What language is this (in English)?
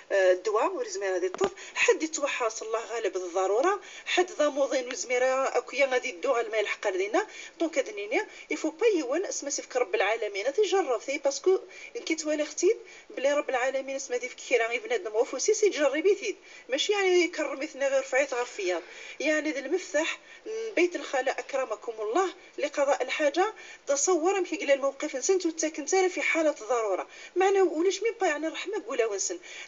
Kabyle